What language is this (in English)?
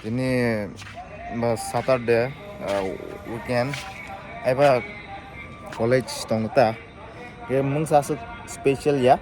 Kok Borok